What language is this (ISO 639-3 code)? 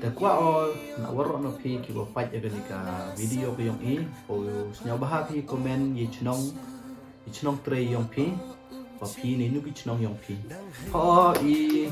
pbv